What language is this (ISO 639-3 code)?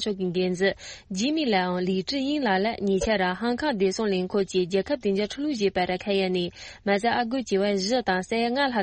bod